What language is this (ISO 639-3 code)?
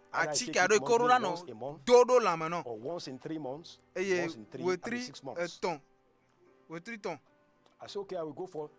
ewe